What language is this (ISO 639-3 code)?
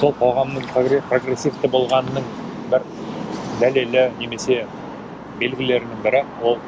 kaz